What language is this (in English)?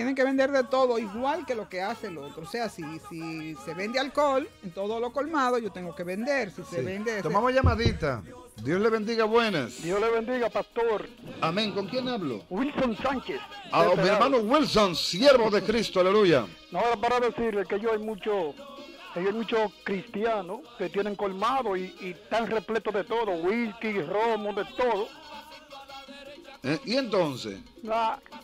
Spanish